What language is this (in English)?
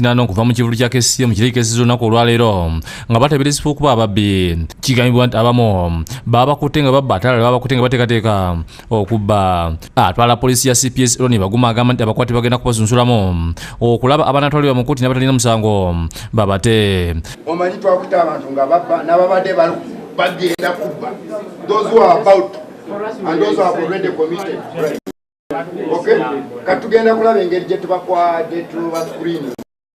Ganda